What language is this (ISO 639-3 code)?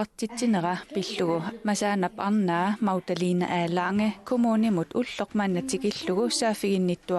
kal